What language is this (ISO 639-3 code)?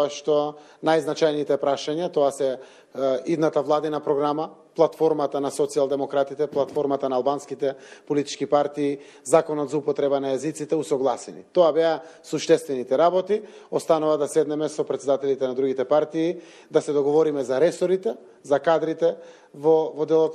mkd